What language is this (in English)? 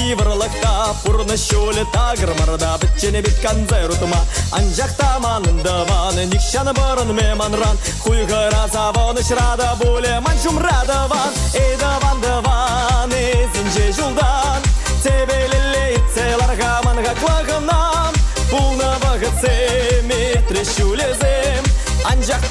Chuvash